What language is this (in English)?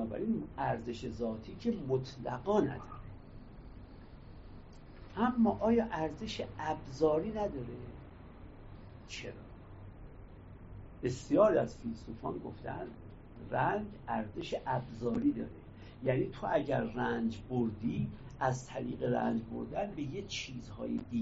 Persian